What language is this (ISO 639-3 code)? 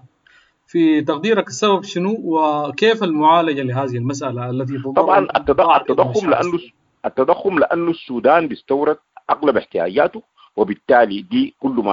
apd